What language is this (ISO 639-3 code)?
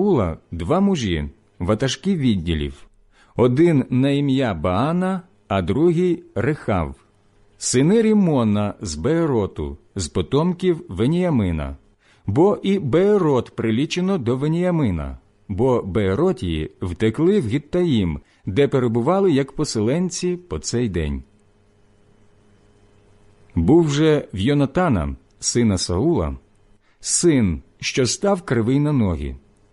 ukr